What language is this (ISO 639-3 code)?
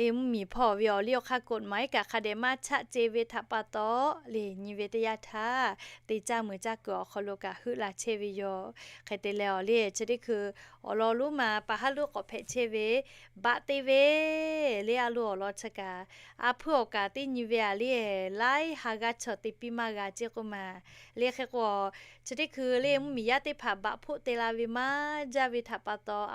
lhu